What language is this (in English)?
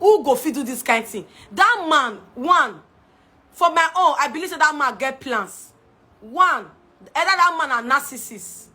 Nigerian Pidgin